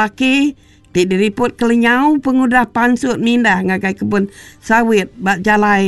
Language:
Iban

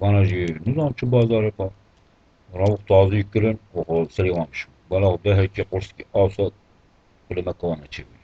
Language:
Kurdish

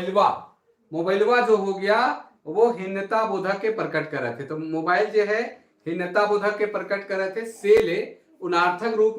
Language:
Sadri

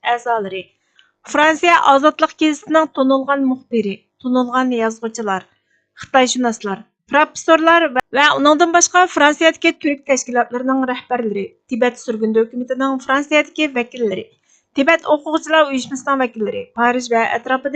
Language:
Uyghur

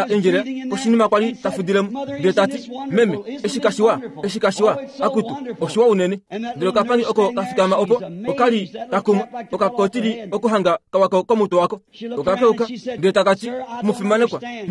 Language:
Kuanyama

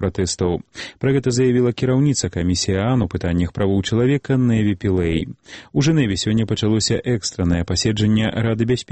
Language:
Belarusian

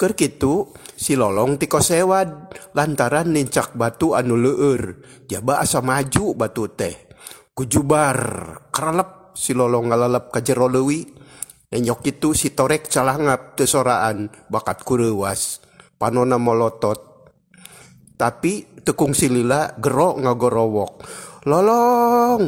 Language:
Sundanese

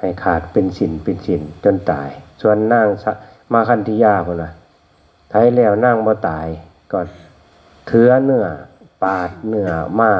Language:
Northeastern Thai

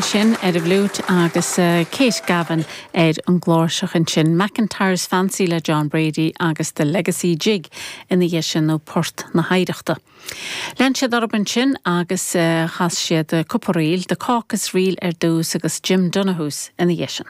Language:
Irish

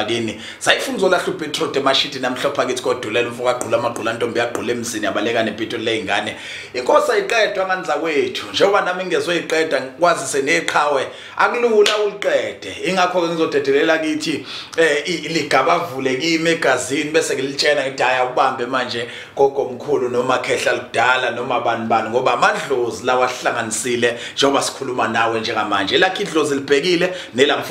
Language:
Zulu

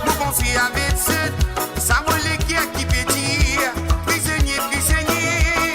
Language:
Morisyen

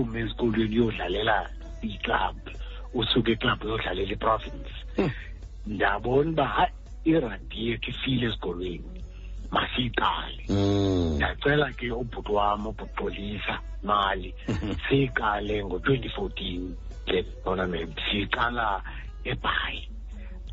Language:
Xhosa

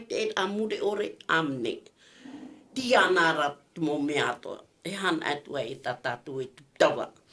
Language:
Tahitian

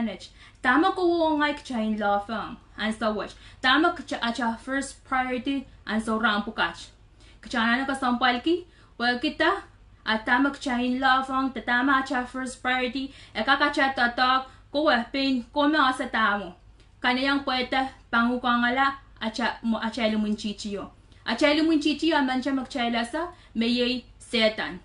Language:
Pohnpeian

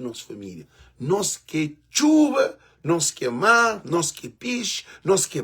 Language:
Kabuverdianu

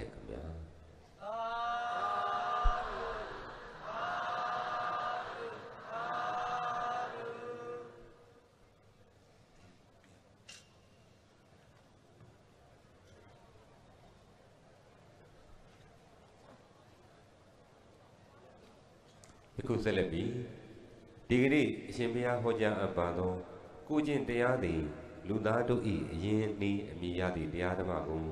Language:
Burmese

